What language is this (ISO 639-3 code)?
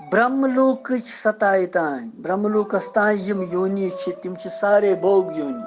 kas